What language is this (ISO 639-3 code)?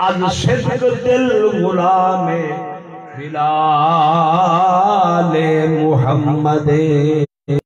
skr